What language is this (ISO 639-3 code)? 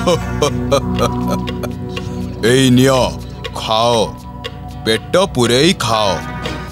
ori